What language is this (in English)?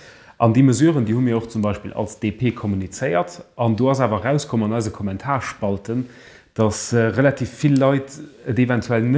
Luxembourgish